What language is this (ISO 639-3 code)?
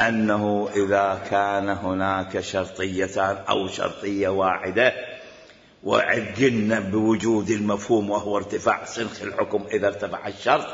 acm